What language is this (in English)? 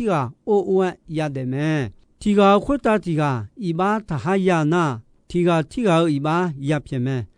Akha